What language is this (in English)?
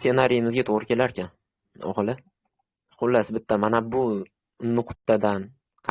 Uzbek